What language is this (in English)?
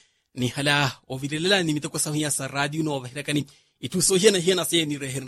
Makhuwa